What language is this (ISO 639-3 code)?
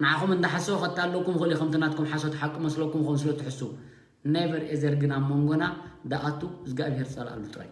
tir